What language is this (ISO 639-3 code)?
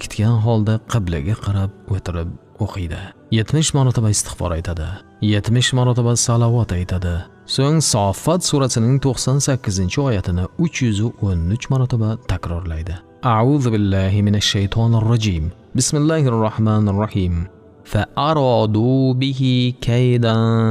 uzb